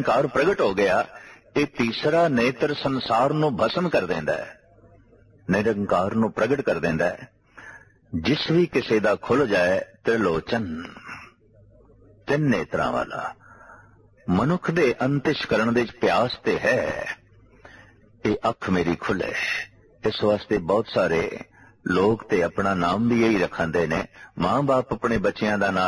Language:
Punjabi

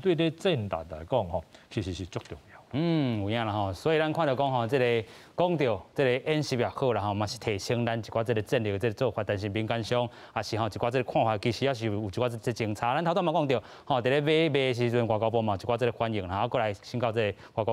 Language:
Min Nan Chinese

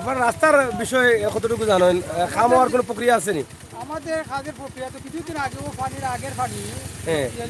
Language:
Sylheti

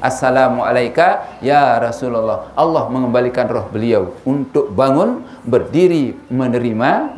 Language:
Sasak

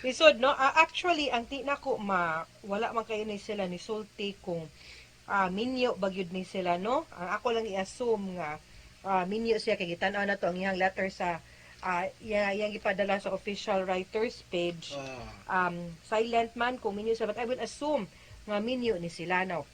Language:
Cebuano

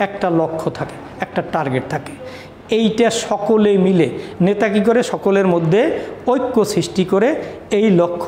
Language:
Bangla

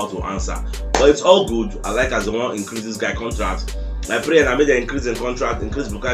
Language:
Nigerian Pidgin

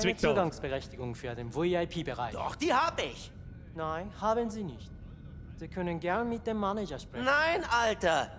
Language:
Bavarian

